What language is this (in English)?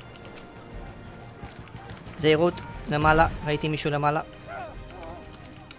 Hebrew